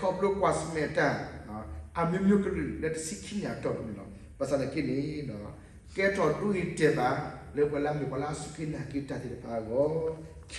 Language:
S'gaw Karen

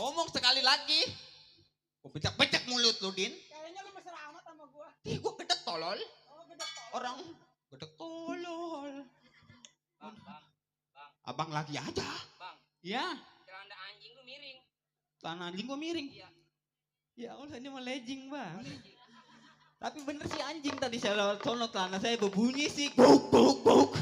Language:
Betawi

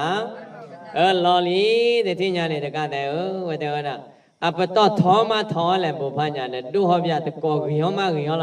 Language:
S'gaw Karen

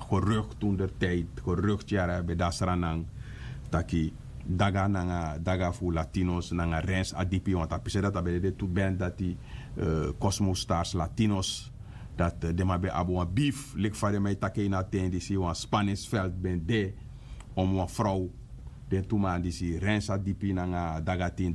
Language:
Sranan Tongo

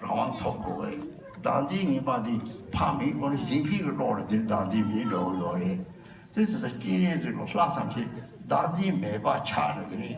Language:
Tibetan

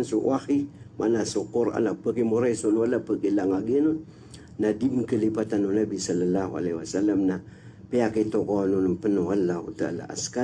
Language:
Maranao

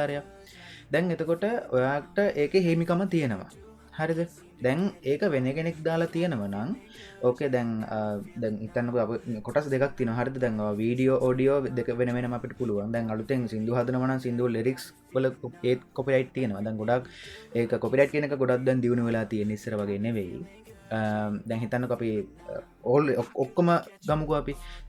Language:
Sinhala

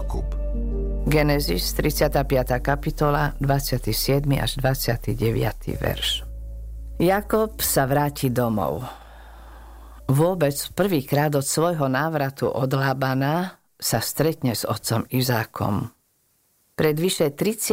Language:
Slovak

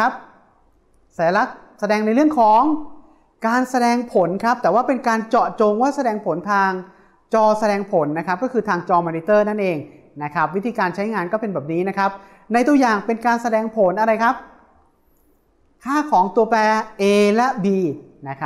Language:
Thai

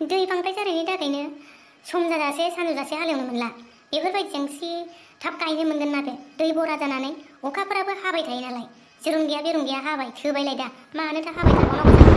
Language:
Bodo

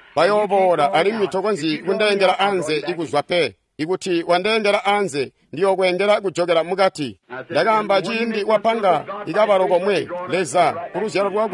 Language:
Tonga (Zambia)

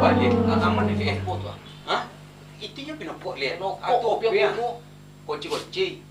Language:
Minangkabau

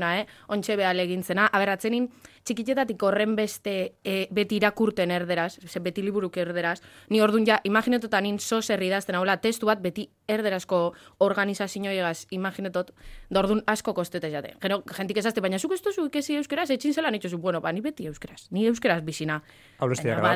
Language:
Basque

